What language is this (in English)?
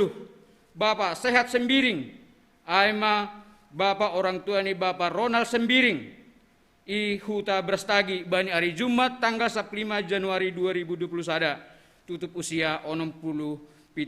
Batak Simalungun